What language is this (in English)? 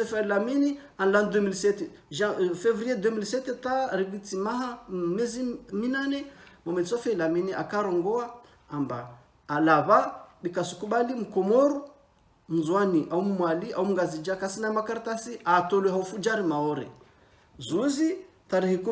Ngazidja Comorian